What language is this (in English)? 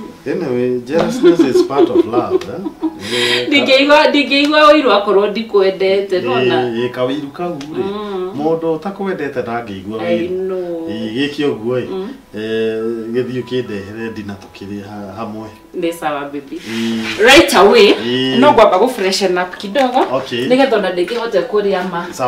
Kikuyu